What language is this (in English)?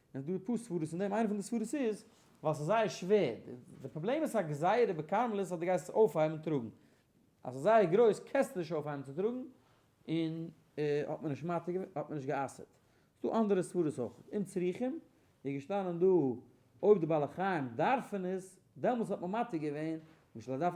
Yiddish